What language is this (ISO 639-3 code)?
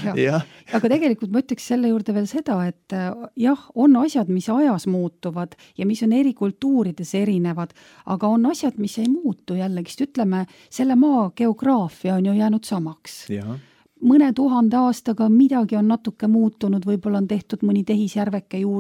est